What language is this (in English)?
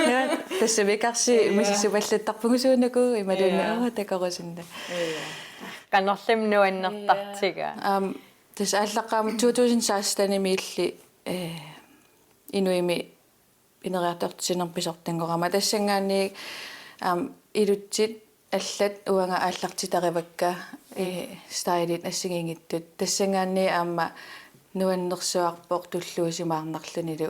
Kalaallisut